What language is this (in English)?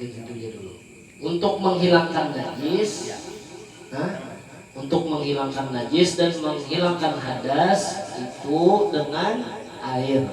Banjar